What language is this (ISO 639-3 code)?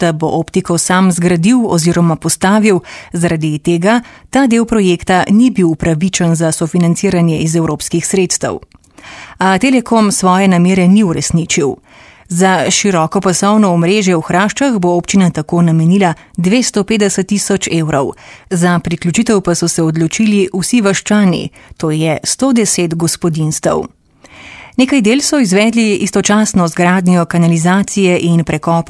slv